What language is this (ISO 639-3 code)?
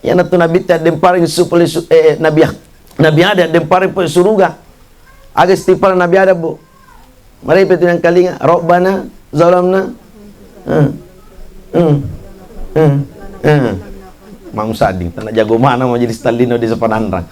bug